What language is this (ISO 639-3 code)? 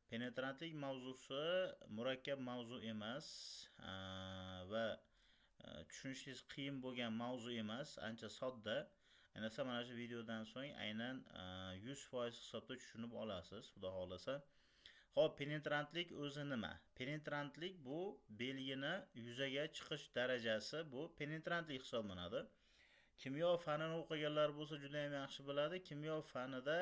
uzb